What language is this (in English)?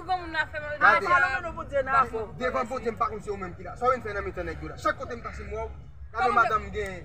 Haitian Creole